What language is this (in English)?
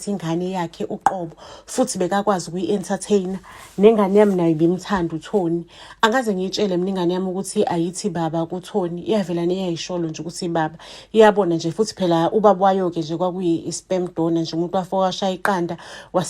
Zulu